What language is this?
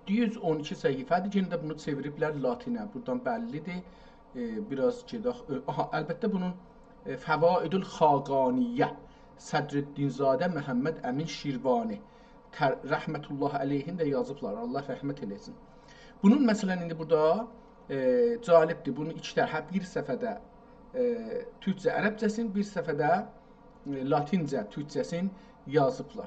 South Azerbaijani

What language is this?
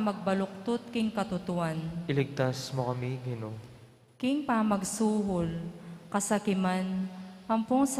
Pampanga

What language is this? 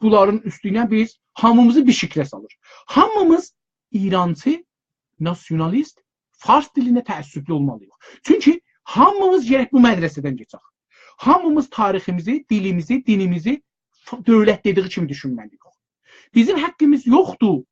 South Azerbaijani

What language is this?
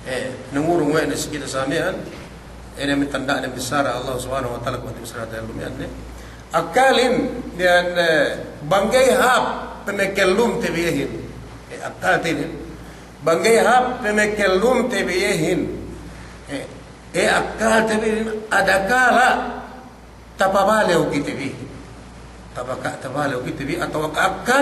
Yakan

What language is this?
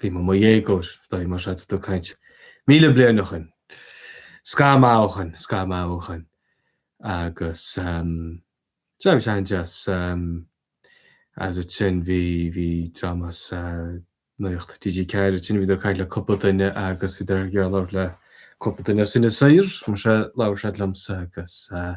Irish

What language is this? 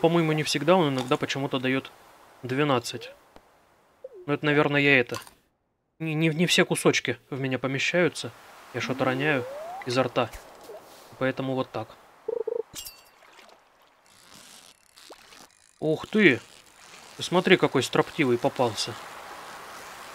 Russian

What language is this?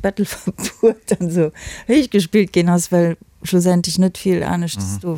Luxembourgish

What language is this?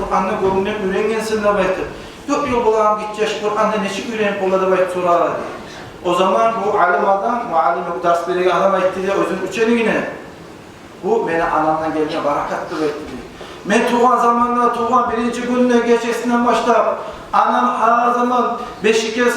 Kumyk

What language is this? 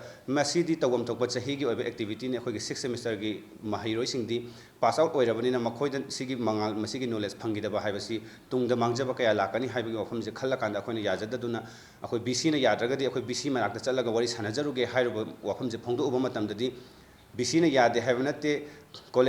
Manipuri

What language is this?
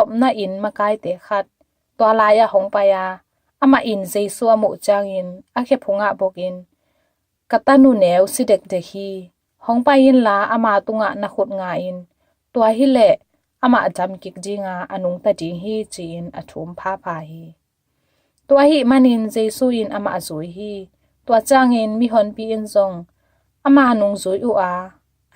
Tedim Chin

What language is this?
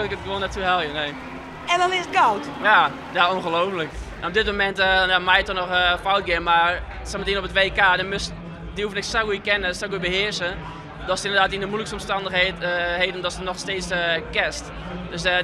Western Frisian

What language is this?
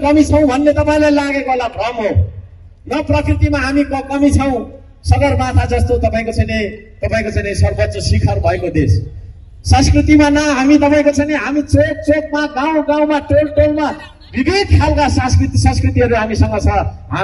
Nepali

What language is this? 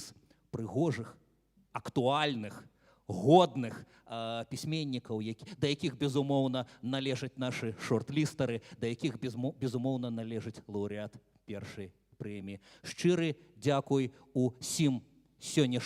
Belarusian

